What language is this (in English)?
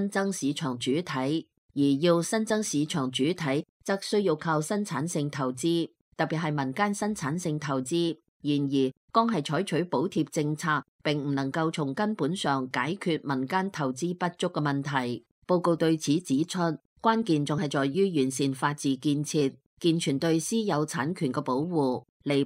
Cantonese